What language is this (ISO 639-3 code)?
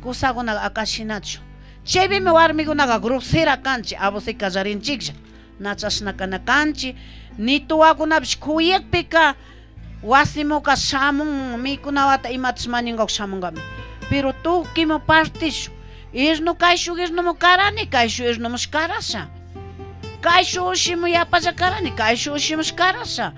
qug